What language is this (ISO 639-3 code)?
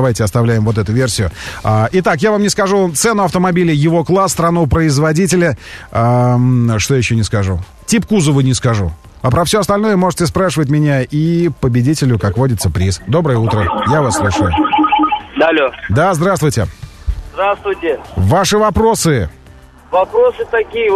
rus